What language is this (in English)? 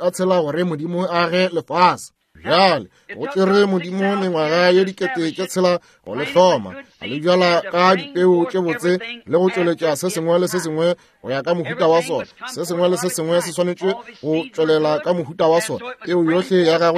Northern Sotho